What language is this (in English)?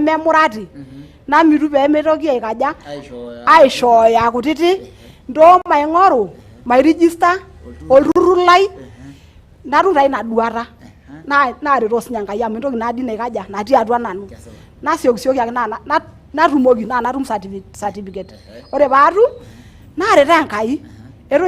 Masai